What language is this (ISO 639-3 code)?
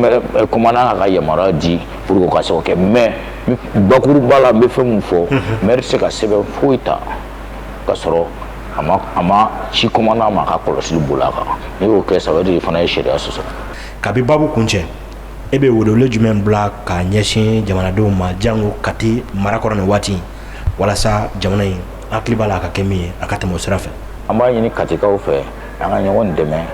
bam